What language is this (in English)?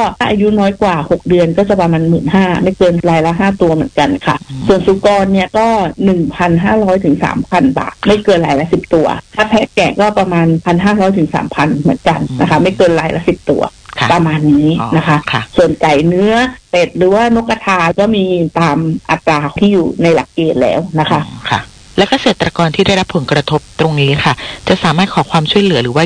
Thai